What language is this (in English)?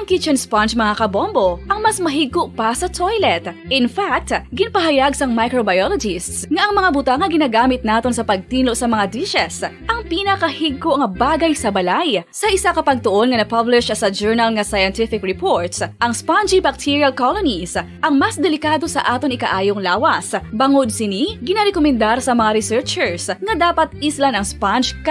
Hiligaynon